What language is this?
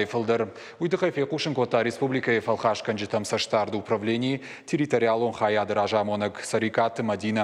Ossetic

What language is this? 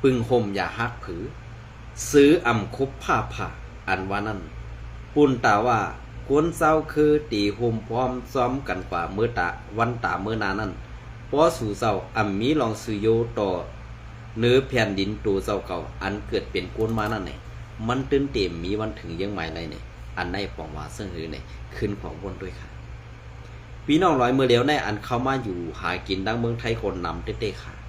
Shan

